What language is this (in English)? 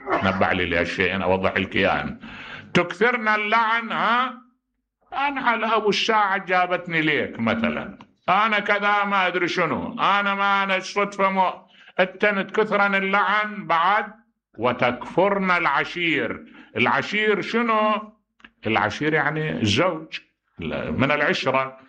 Mesopotamian Arabic